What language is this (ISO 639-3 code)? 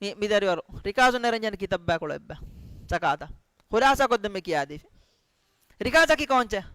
div